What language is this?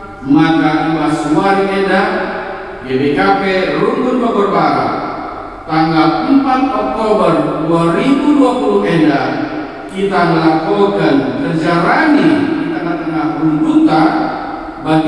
Batak Karo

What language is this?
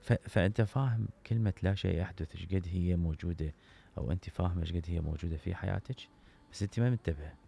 Mesopotamian Arabic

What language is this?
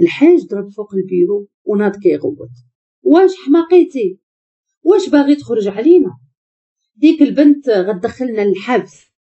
Moroccan Arabic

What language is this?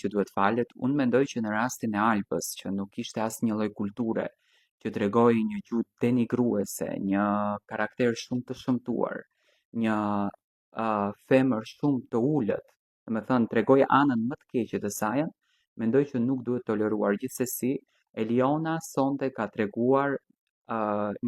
Albanian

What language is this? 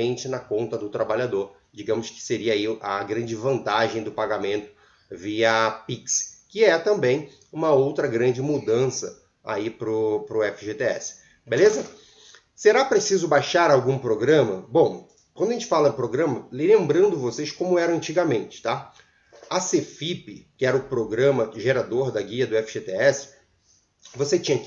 Portuguese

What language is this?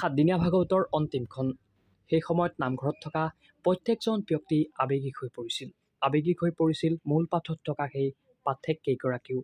Assamese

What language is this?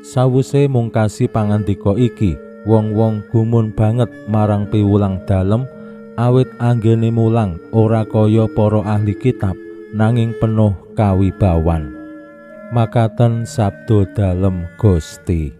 Javanese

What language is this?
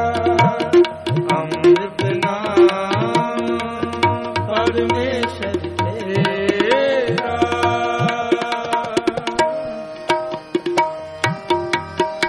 Punjabi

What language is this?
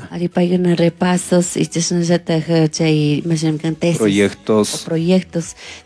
Chimborazo Highland Quichua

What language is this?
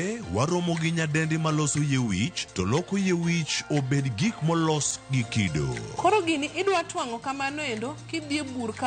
Luo (Kenya and Tanzania)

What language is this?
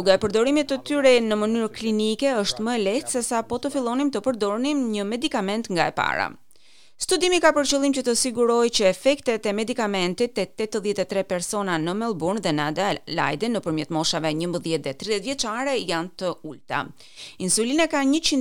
Albanian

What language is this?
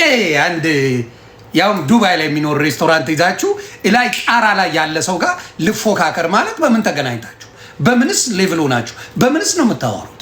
Amharic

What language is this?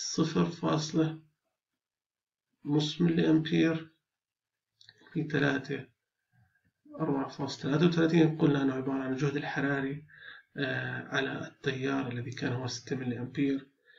Arabic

